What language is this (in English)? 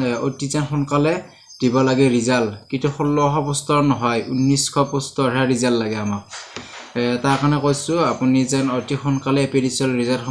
Assamese